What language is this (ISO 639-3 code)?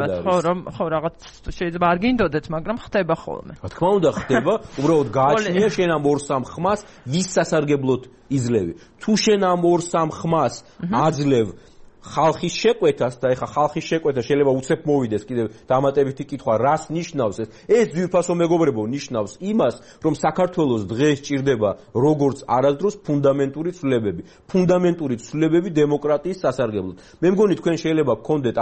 kat